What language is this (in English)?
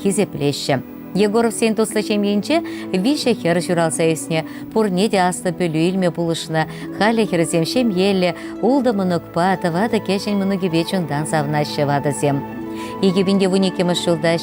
Chuvash